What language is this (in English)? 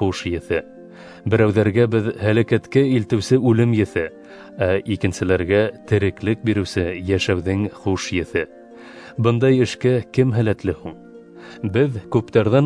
Bashkir